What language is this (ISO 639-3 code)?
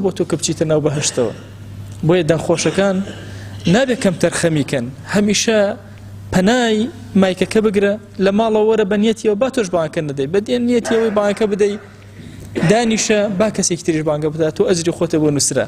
ckb